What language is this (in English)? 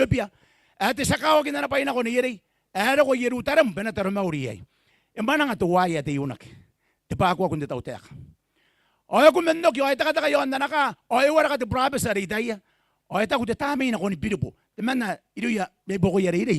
Gilbertese